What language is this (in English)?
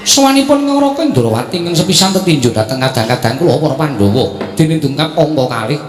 Javanese